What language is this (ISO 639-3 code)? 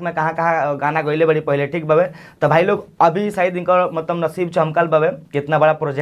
bho